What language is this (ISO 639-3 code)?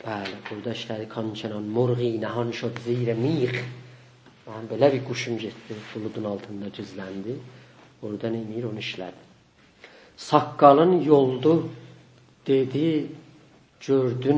azb